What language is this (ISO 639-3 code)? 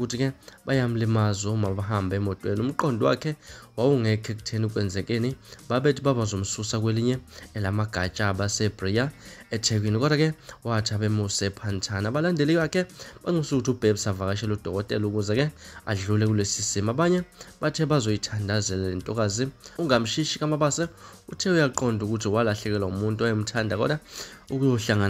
zul